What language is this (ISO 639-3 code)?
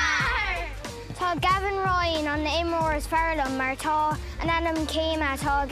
gle